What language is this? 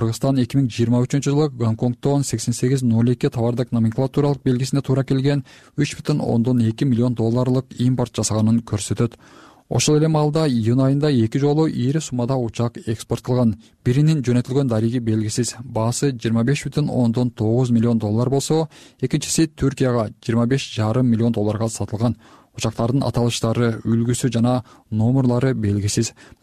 Kyrgyz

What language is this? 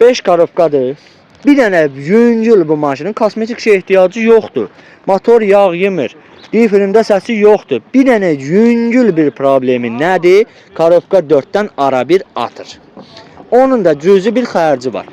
Azerbaijani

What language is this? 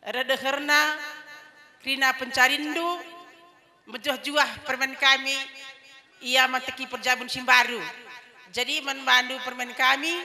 Batak Karo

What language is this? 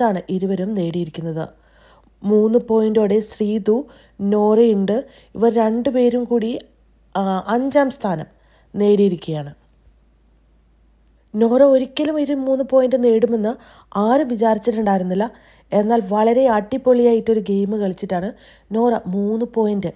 Malayalam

